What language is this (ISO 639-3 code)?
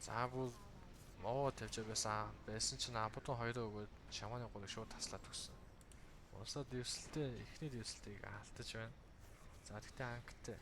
mon